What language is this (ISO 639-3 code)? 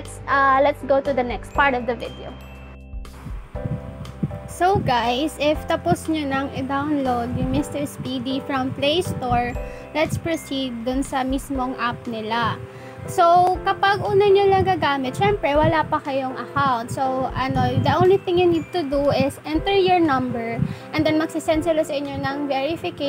fil